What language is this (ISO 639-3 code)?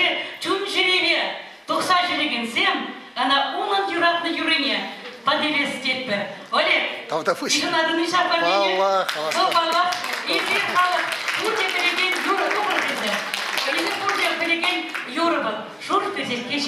chv